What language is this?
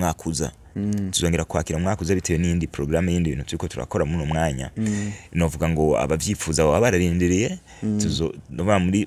Rundi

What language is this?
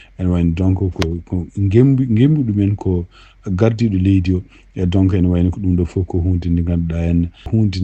Fula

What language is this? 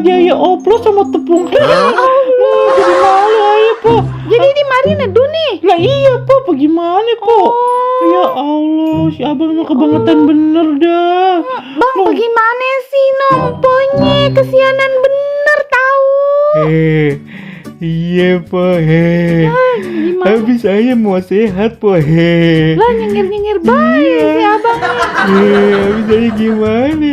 Betawi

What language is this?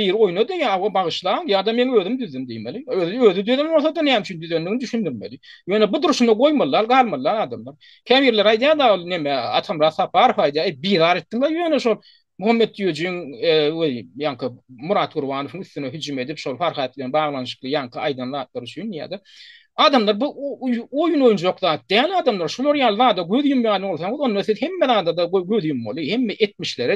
Turkmen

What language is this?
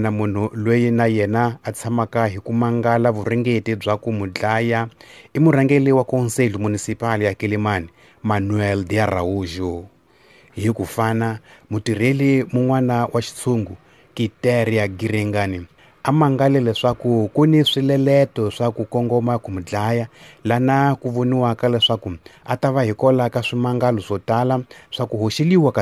Tsonga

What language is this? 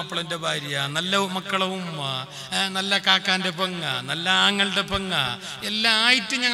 Malayalam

